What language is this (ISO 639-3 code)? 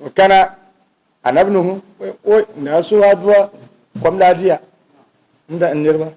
dag